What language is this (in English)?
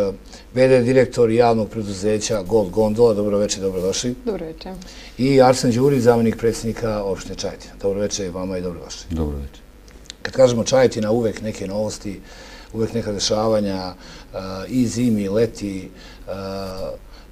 Serbian